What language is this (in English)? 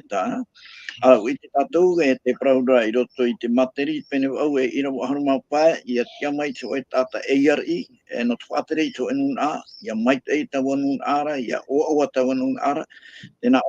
Tahitian